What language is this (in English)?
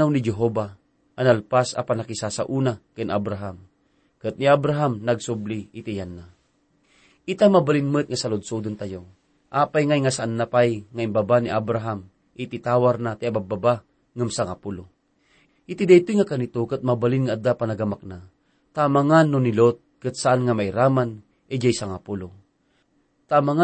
Iloko